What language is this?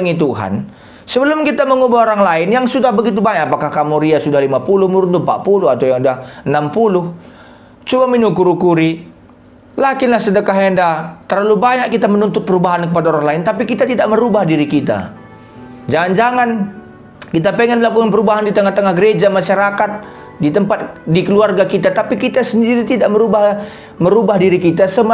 Batak Karo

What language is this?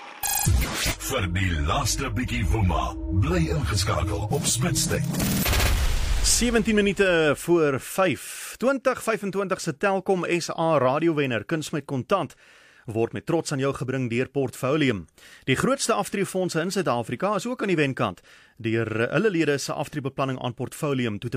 Afrikaans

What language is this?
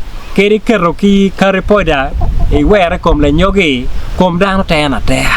Acoli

